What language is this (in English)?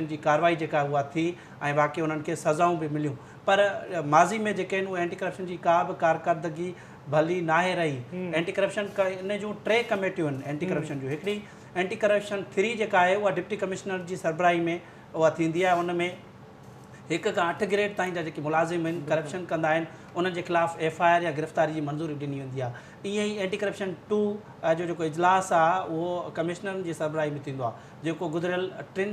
Sindhi